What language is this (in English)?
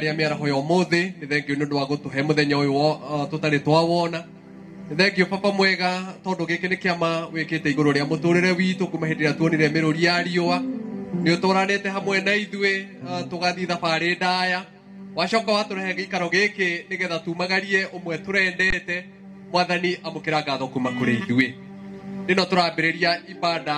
Kikuyu